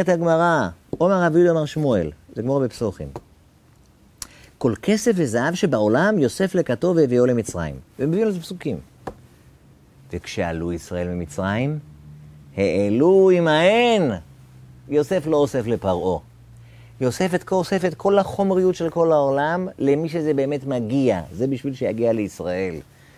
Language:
Hebrew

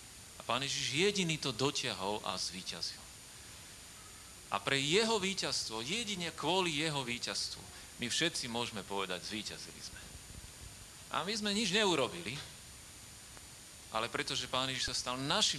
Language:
Slovak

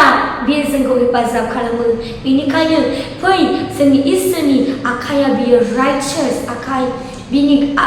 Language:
Bodo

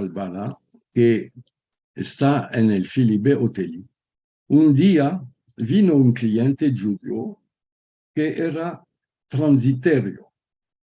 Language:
Ladino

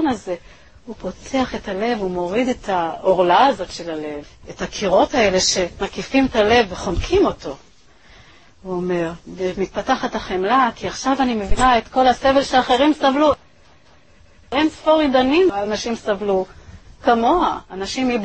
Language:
Hebrew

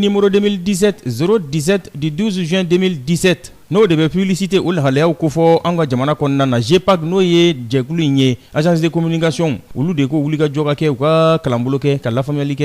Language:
Bambara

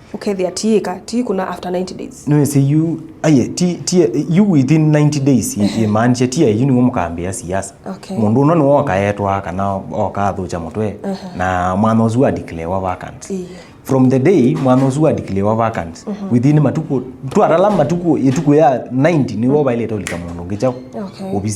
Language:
Kamba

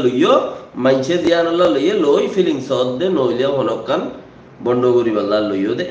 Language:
Rohingya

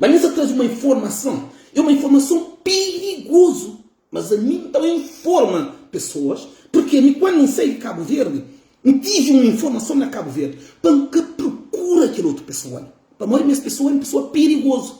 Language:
Kabuverdianu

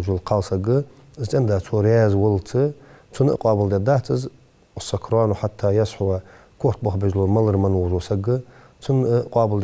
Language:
Ingush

